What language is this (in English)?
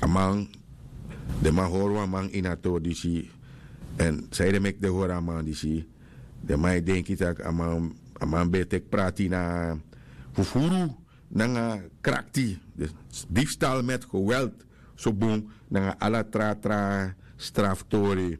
Sranan Tongo